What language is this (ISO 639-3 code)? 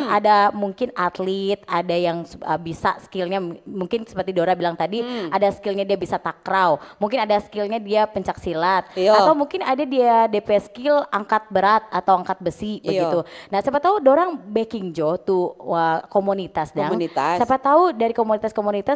xmm